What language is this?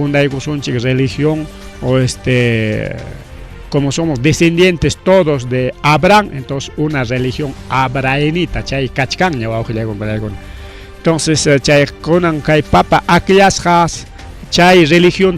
Ayacucho Quechua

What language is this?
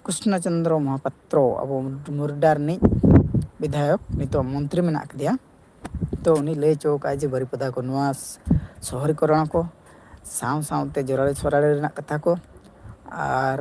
Santali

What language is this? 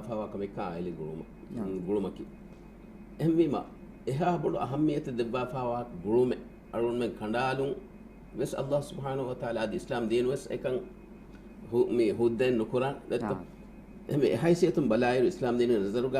Divehi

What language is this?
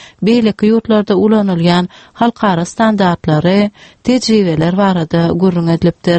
Turkmen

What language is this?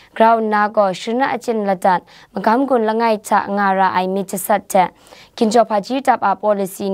Kachin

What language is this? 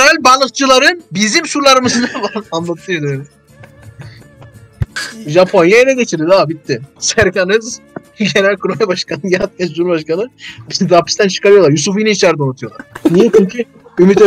Turkish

